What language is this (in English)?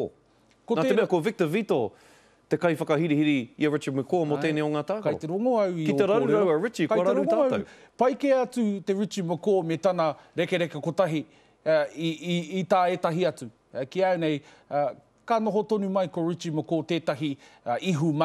Māori